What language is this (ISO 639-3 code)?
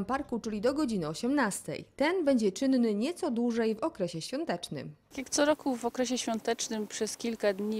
pol